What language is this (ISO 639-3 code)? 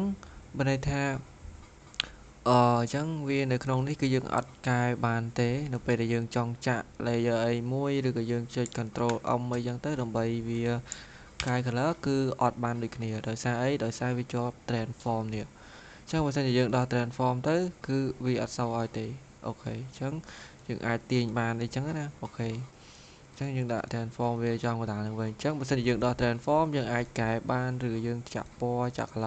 khm